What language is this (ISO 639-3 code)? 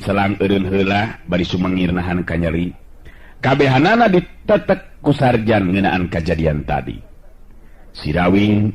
sun